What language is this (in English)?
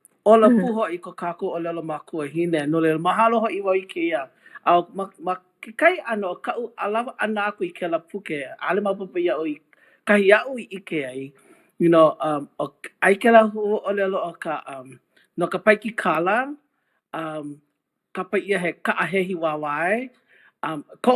Hawaiian